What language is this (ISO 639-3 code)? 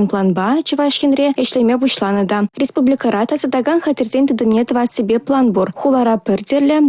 chv